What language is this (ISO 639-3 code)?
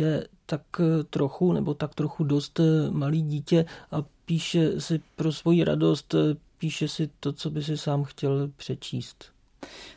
ces